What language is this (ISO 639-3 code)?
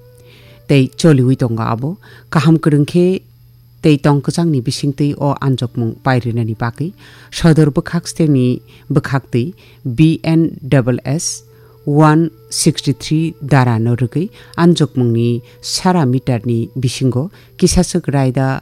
trp